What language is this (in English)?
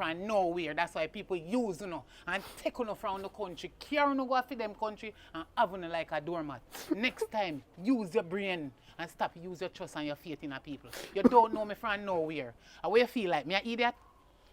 Jamaican Creole English